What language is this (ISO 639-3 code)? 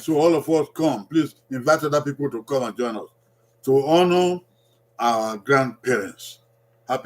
bin